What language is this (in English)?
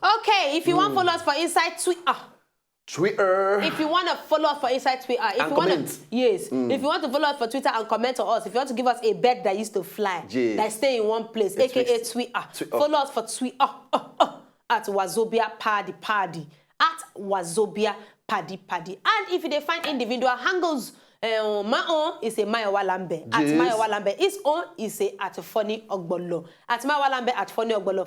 Nigerian Pidgin